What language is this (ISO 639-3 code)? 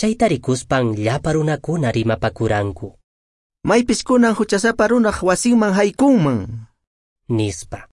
que